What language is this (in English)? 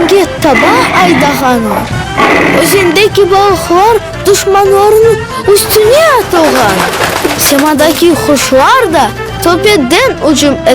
Crimean Tatar